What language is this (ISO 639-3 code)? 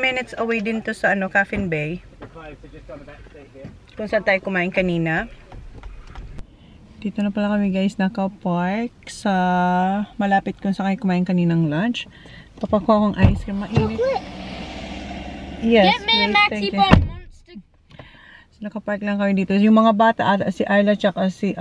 fil